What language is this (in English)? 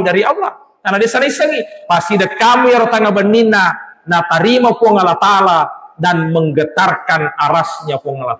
Buginese